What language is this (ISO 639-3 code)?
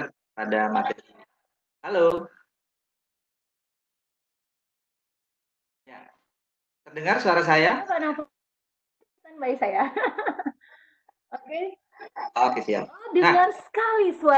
ind